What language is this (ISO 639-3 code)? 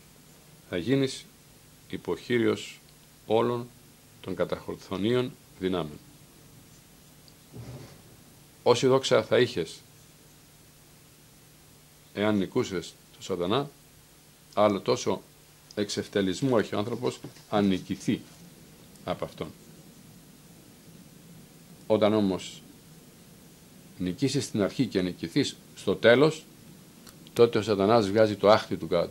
ell